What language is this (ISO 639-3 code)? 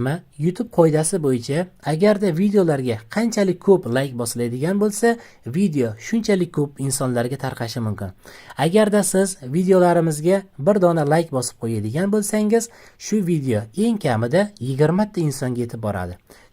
uzb